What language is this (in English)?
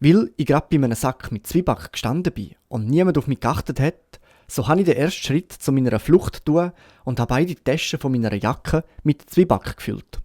Swiss German